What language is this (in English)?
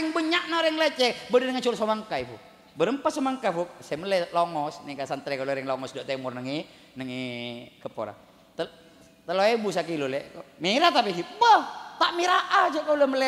Madurese